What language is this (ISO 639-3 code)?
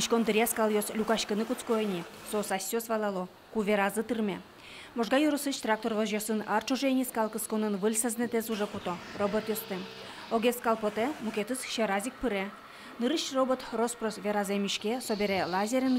udm